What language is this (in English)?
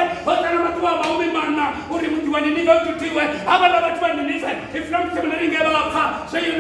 Venda